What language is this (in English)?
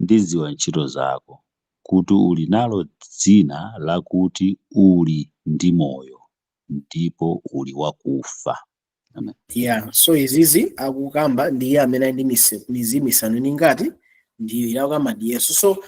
Nyanja